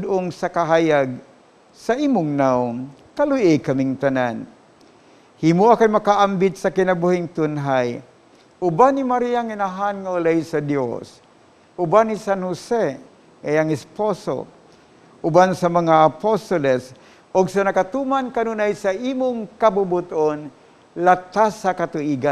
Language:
Cebuano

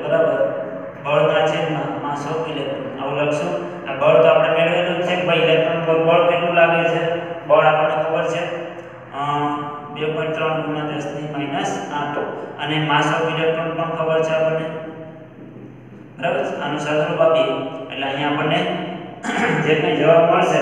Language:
Gujarati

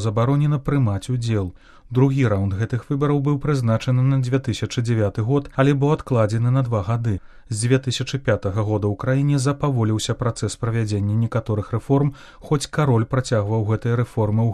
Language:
Belarusian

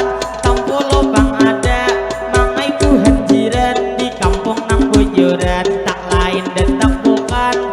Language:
Banjar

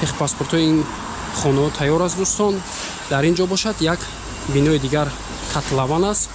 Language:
Tajik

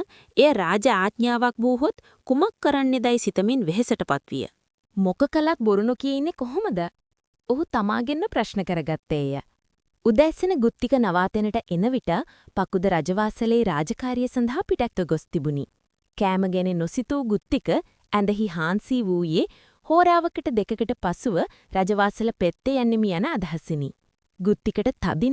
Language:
Sinhala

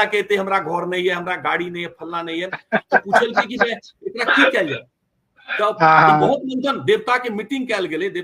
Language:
Maithili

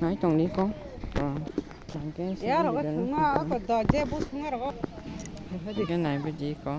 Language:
Kok Borok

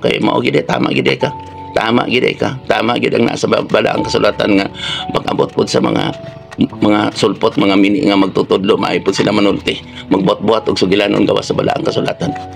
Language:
Cebuano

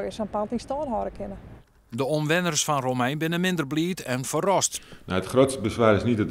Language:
Western Frisian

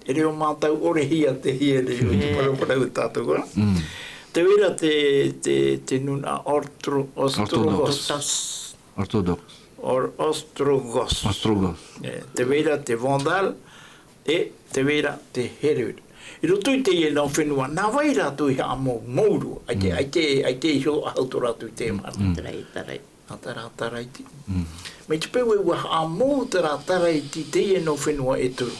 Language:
Tahitian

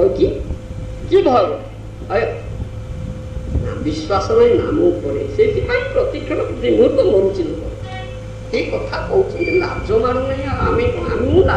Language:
Odia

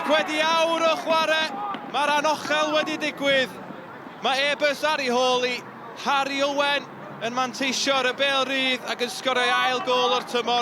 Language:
Welsh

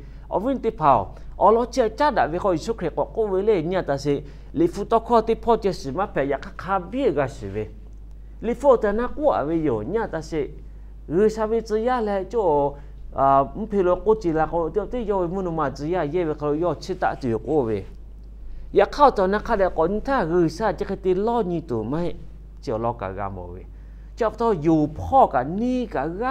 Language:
Lahu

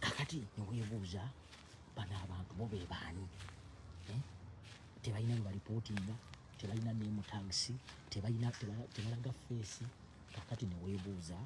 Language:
Ganda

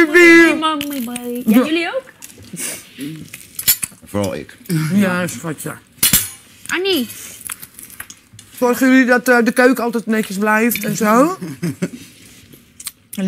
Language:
Dutch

